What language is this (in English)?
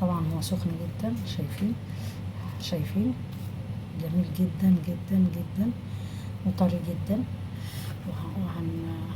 Egyptian Arabic